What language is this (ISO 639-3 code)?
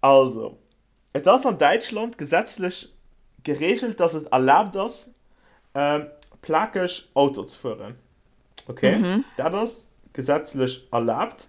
ltz